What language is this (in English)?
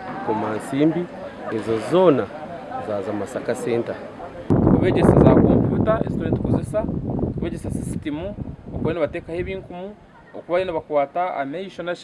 Nyankole